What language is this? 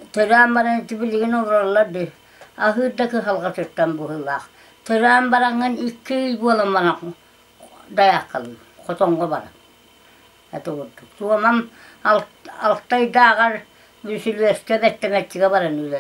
Yakut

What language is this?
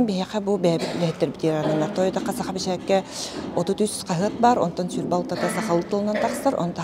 Yakut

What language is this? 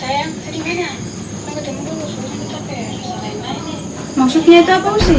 Ambonese Malay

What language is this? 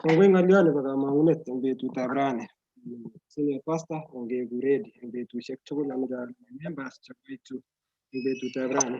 Kalenjin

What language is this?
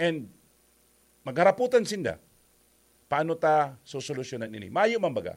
Bikol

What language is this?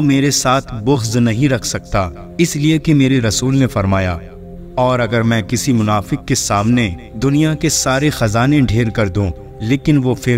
Urdu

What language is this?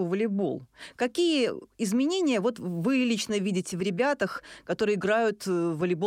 Russian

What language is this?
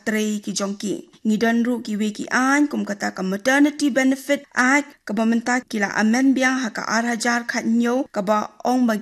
Khasi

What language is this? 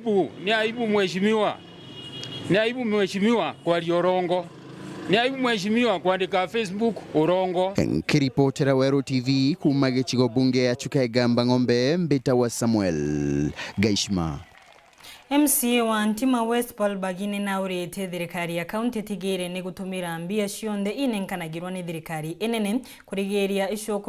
Meru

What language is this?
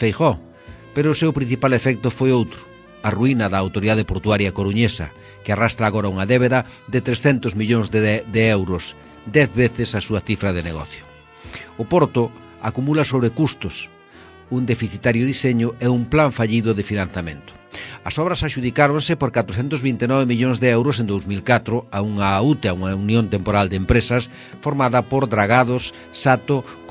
Galician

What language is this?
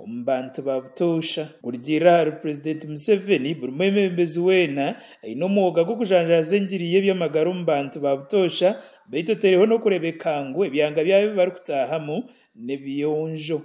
Nyankole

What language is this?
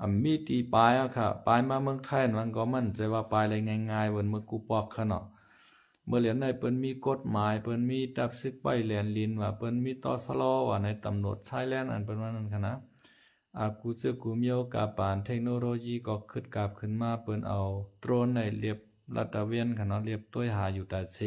Lao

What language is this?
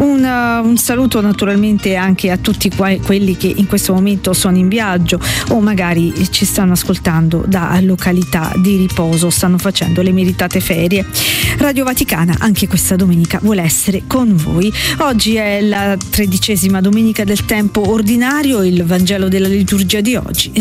Italian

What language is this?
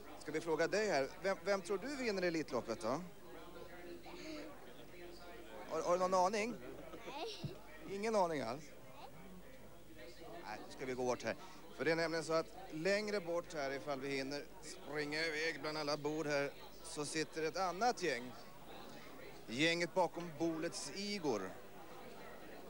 Swedish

